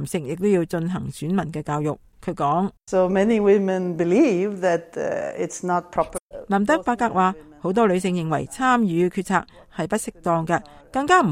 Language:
Cantonese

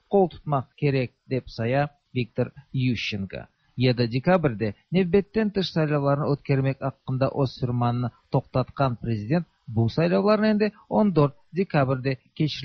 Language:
Tatar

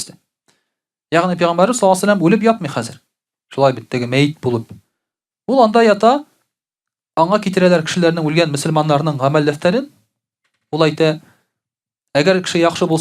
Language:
Tatar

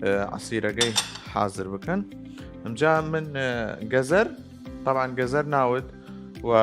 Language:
Southern Kurdish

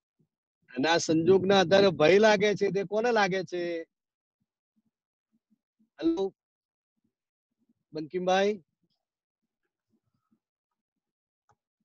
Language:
Gujarati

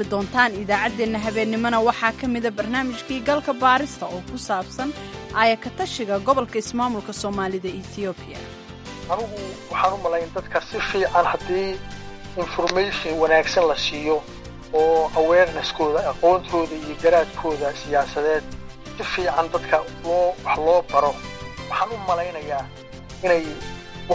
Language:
Somali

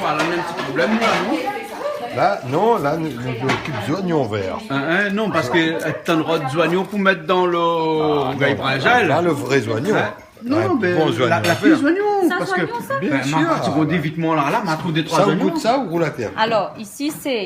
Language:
Réunion Creole French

